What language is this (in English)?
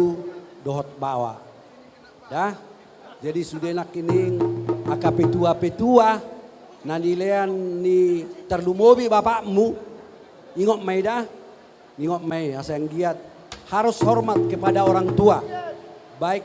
Batak Toba